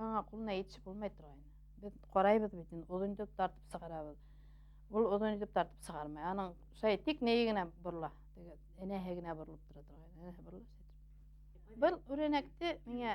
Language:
Bashkir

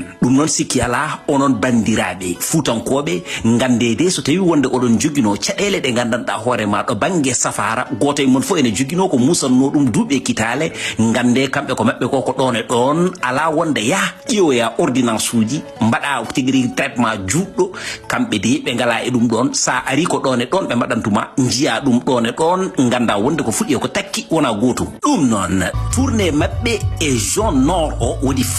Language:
Fula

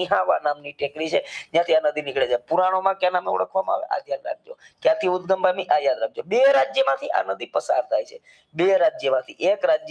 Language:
Gujarati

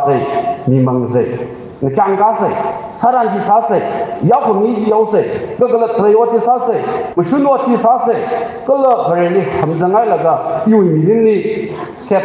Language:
Tangkhul Naga (India)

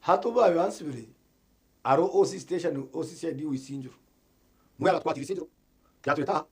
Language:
Nyankole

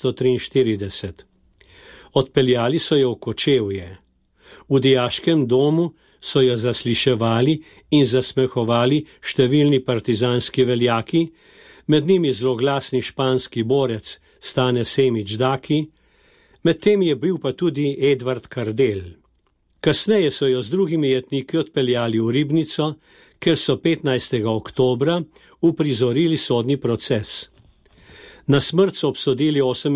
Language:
Slovenian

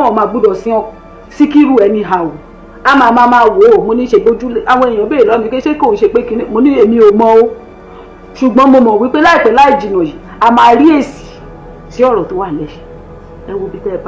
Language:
Yoruba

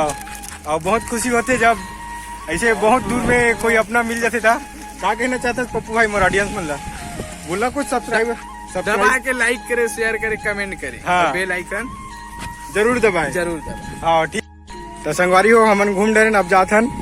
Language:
Chhattisgarhi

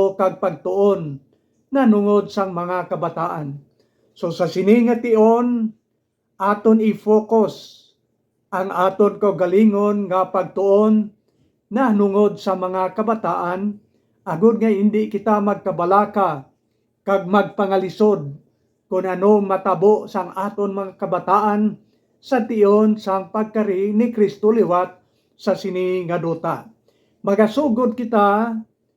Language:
Hiligaynon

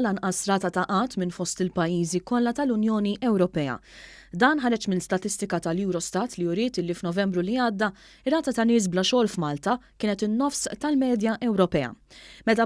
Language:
Maltese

